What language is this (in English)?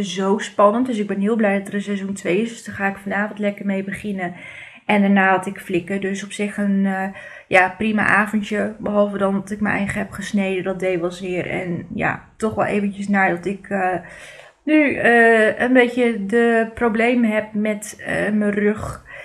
Dutch